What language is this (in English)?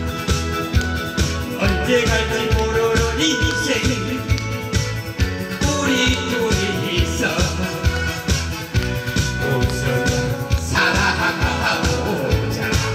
Korean